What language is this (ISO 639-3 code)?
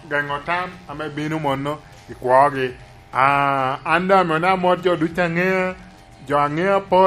laj